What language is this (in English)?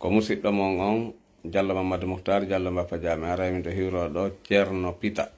Fula